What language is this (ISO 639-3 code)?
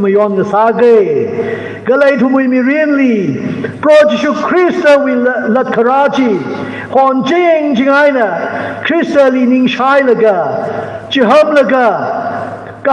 nmf